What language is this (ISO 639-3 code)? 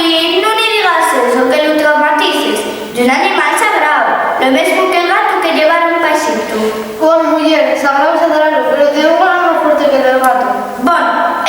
ast